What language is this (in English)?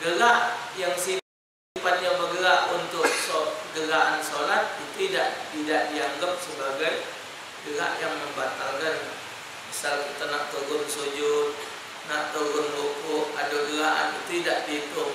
Musi